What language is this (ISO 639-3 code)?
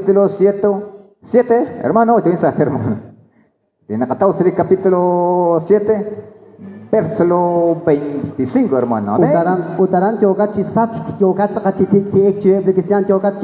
kek